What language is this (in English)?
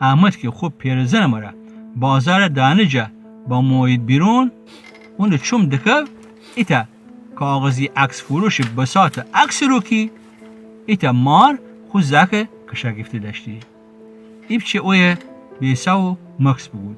Gilaki